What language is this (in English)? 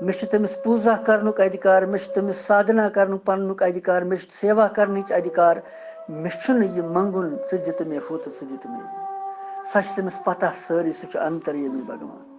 Kashmiri